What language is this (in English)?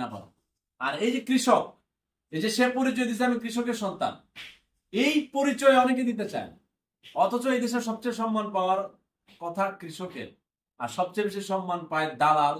Bangla